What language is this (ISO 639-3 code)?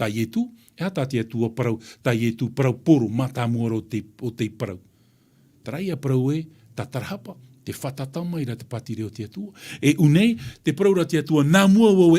tah